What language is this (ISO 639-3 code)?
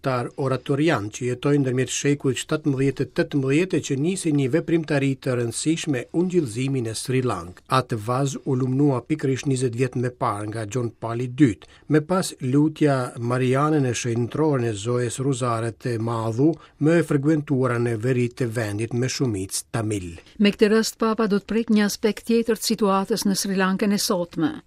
sqi